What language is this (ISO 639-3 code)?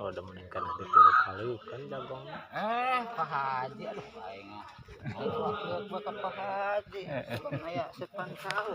sun